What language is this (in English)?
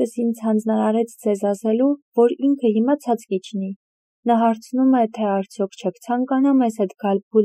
Armenian